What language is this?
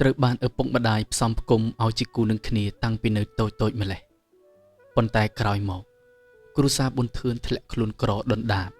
Khmer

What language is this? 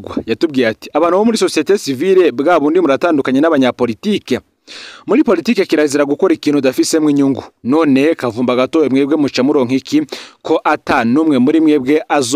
Rundi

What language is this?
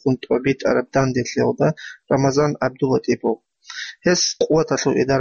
Avaric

